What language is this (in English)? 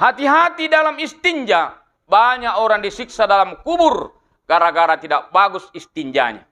Buginese